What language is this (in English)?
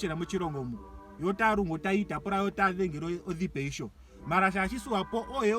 Ndonga